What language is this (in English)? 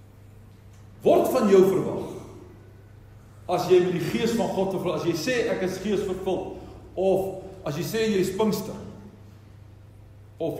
Afrikaans